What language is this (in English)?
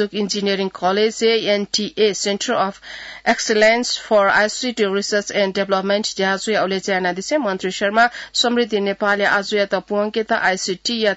Newari